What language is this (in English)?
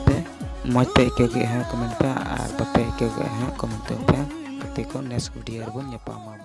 Santali